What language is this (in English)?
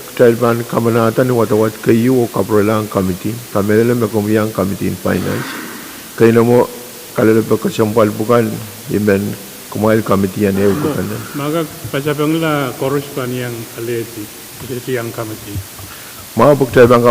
Pohnpeian